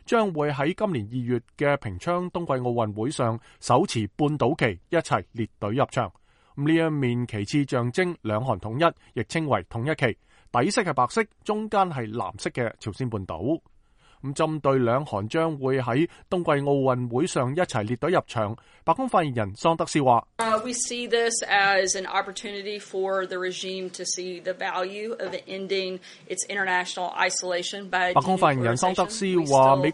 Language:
Cantonese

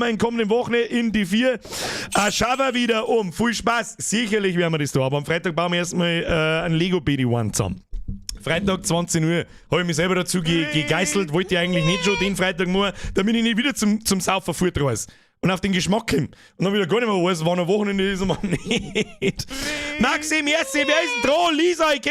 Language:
Bavarian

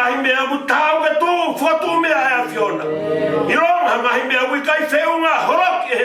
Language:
Tongan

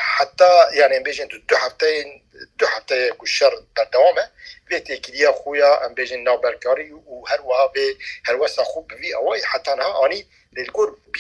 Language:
Kurdish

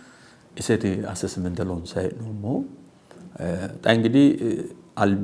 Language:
Sidamo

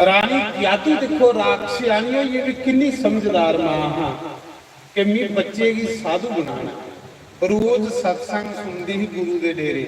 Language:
Dogri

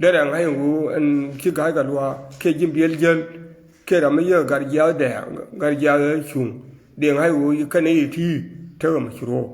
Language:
Nuer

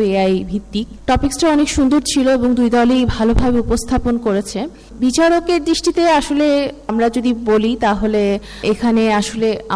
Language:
Bangla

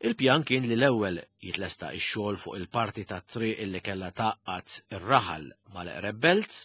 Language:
Maltese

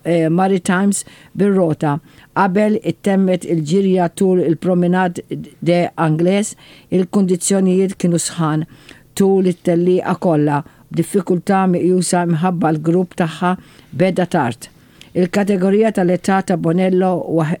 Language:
Maltese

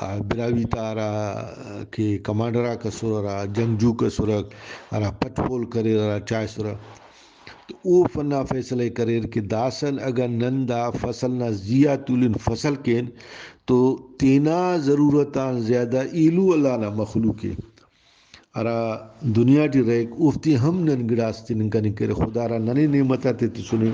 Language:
Brahui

